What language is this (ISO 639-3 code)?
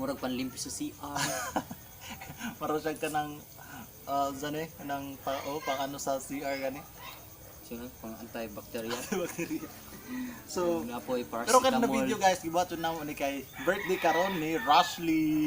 ceb